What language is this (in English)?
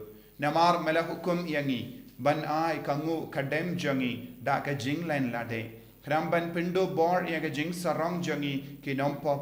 Khasi